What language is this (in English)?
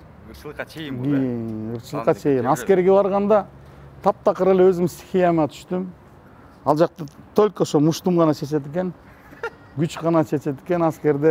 Kyrgyz